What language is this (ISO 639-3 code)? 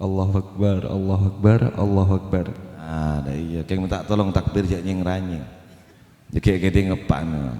mad